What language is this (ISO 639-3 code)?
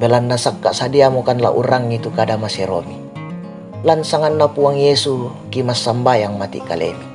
sda